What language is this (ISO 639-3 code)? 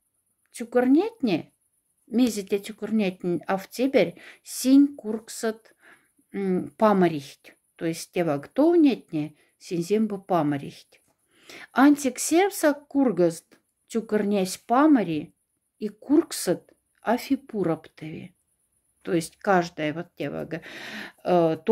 mdf